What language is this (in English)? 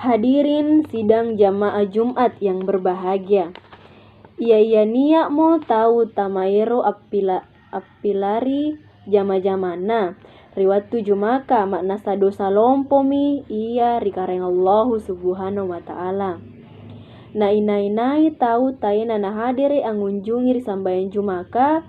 Makasar